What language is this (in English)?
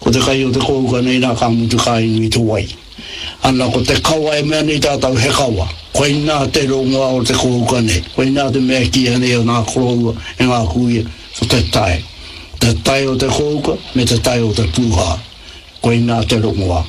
Māori